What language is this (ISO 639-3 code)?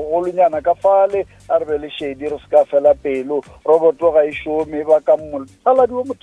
nso